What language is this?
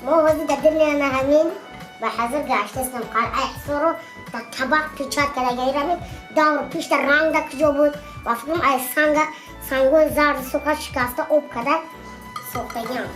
Tajik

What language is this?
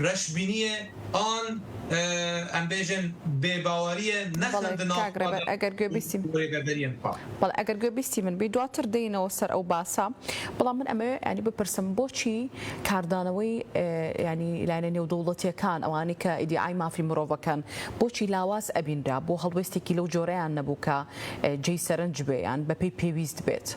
Kurdish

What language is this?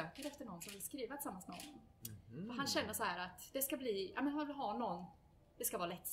Swedish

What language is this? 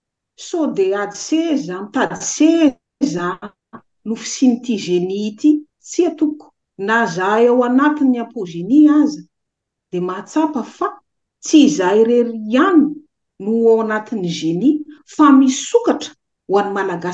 Malagasy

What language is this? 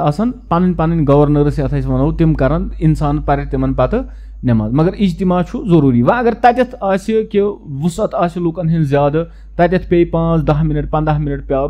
Kashmiri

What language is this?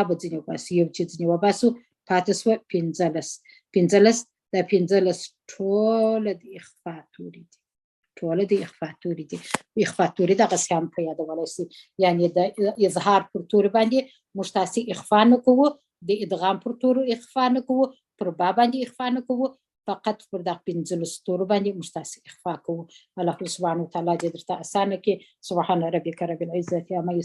Pashto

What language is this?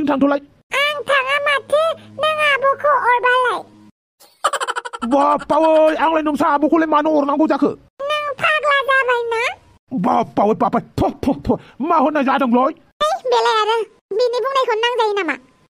Bodo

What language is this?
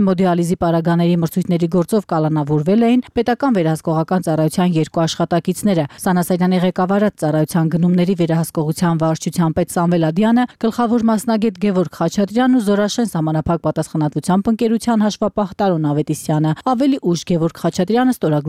Armenian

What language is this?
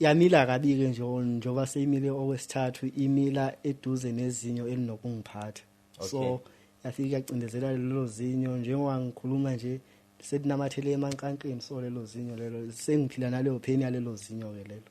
Zulu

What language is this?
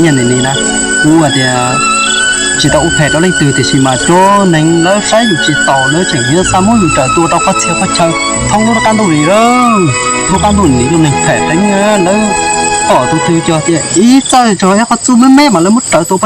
Hmong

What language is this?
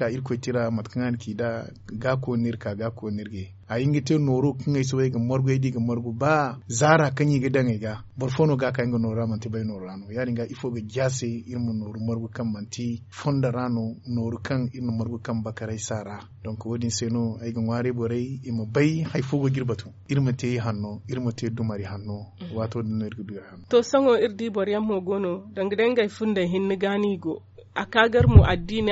Zarma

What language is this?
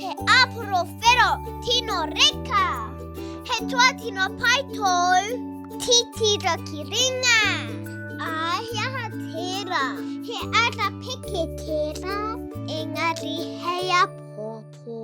Māori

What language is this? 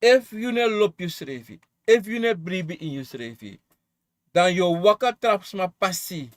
Sranan Tongo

